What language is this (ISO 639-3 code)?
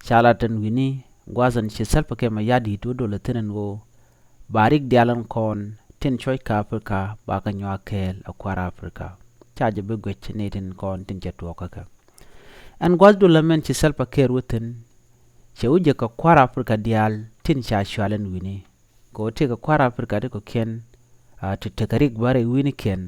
nus